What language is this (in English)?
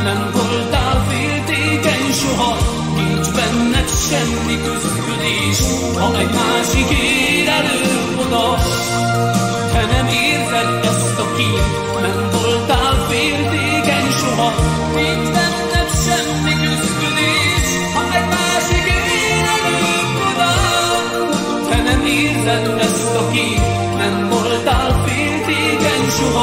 Hungarian